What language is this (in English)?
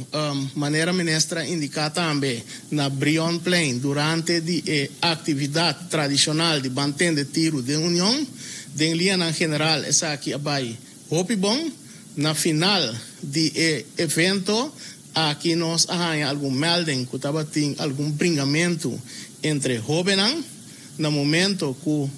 Papiamento